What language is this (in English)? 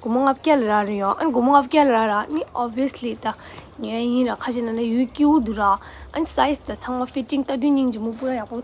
Tibetan